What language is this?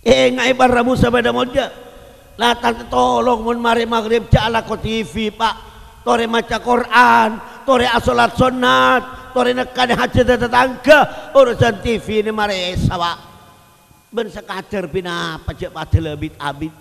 Madurese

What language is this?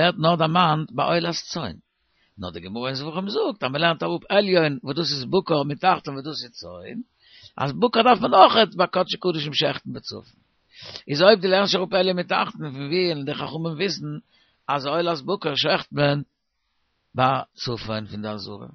Yiddish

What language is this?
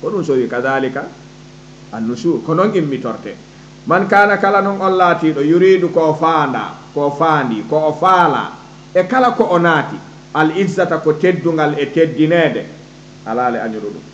Fula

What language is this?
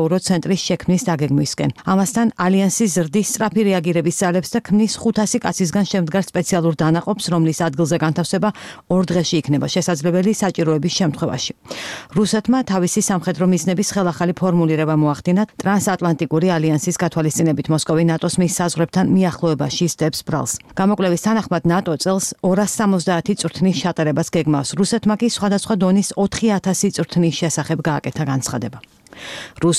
Georgian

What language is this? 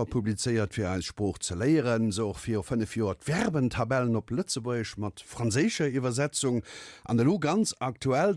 Luxembourgish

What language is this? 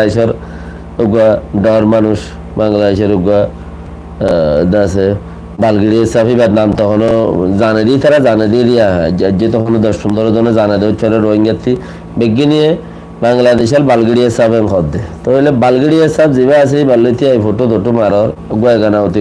Rohingya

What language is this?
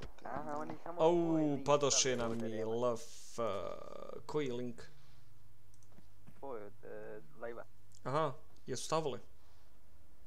Bosnian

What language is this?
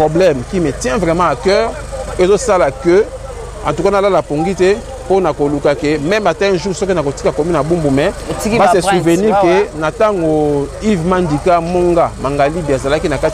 Lingala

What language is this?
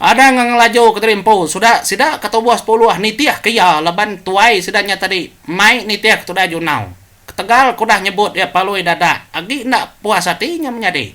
Iban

